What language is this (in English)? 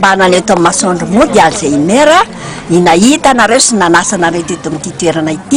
Malagasy